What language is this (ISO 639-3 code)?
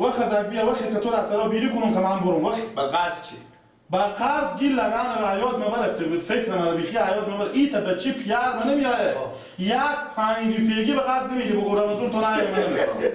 fas